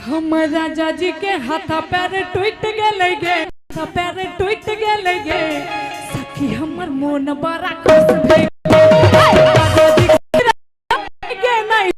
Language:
Maithili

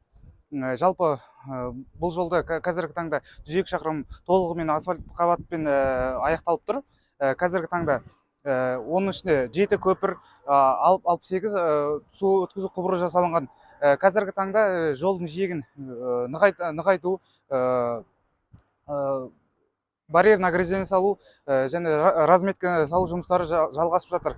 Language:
Kazakh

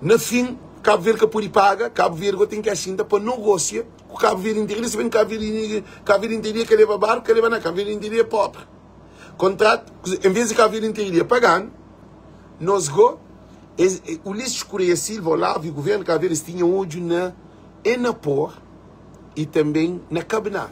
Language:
Kabuverdianu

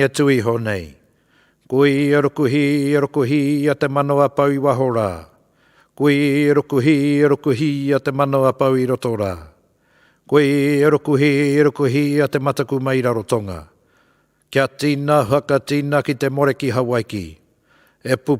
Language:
Māori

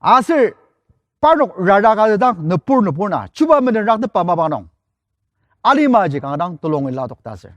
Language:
Ao Naga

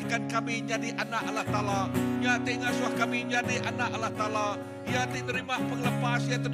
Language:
Iban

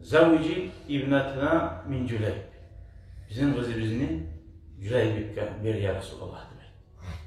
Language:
Kumyk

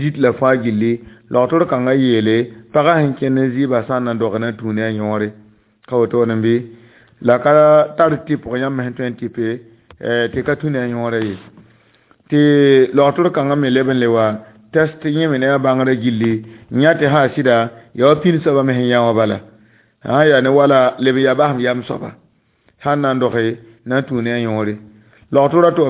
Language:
Mossi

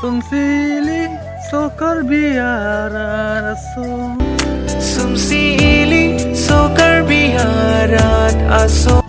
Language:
Karbi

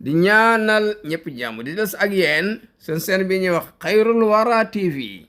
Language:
Wolof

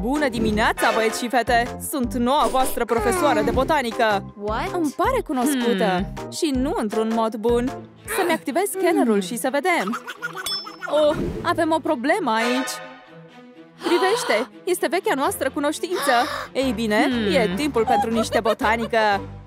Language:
Romanian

